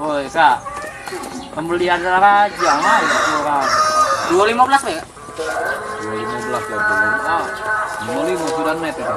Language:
Musi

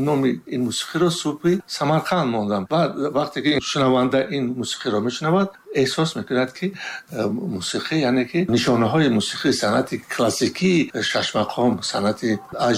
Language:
Tajik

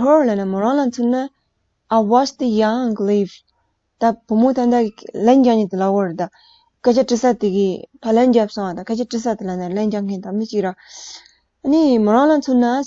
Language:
Tibetan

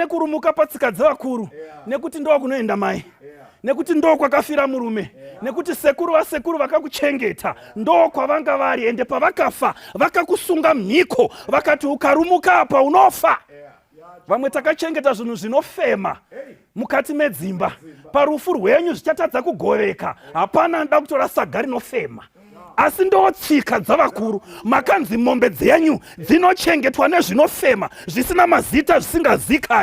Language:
Shona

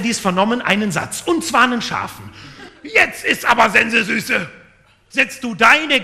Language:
German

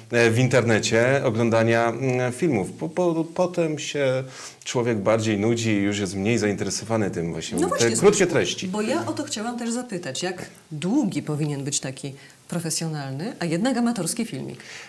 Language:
Polish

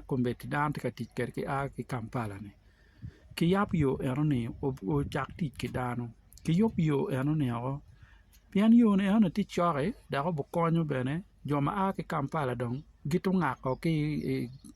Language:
Acoli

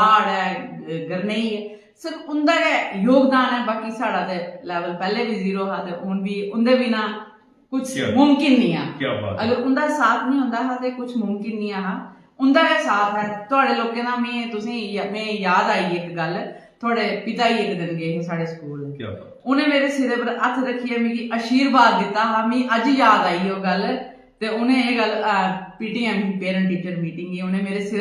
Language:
Dogri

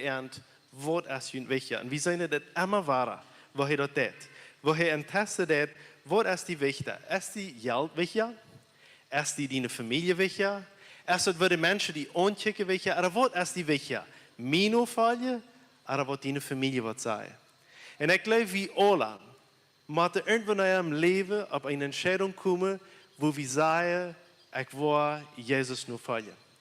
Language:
Plautdietsch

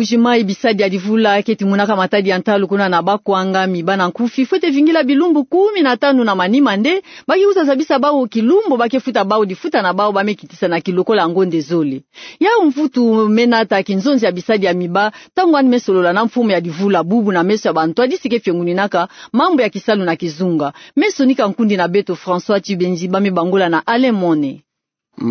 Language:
Kituba (Democratic Republic of Congo)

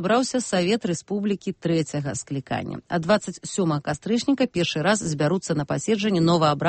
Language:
Belarusian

